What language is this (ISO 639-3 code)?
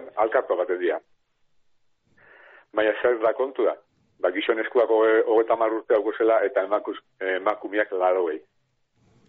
eus